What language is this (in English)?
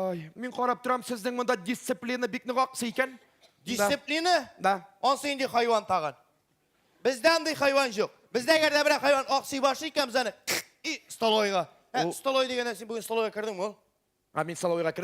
Tatar